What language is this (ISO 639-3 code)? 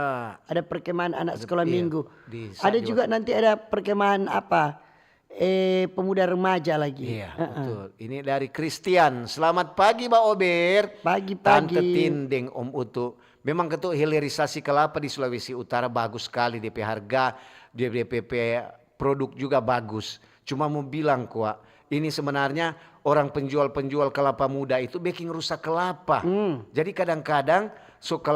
xmm